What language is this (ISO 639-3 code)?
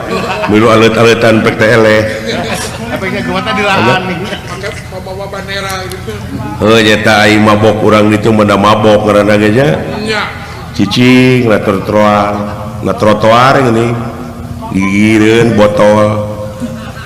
sun